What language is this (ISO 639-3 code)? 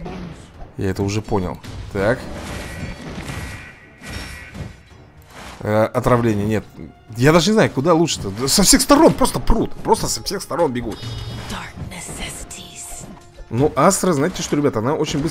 rus